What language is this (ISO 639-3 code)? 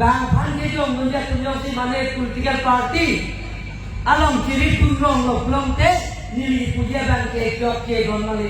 mjw